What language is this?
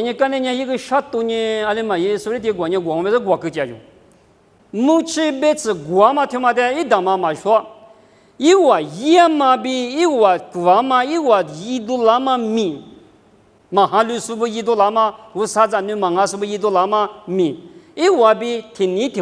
Lisu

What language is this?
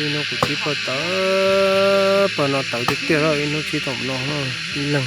Hmong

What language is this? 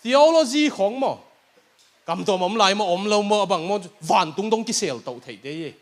Tedim Chin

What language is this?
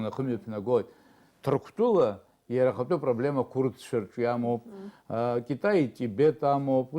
Abkhazian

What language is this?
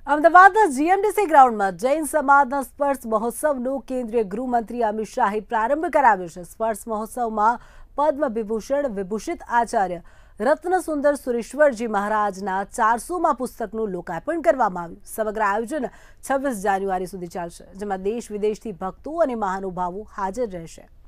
Gujarati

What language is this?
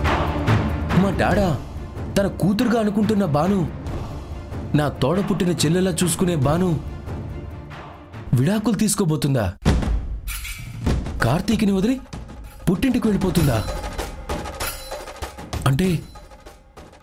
Telugu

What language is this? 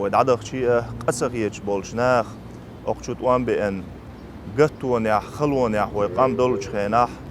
Chechen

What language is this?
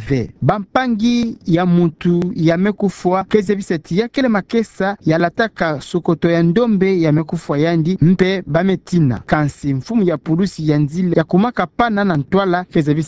Kituba (Democratic Republic of Congo)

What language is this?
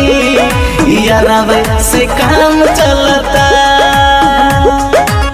Bhojpuri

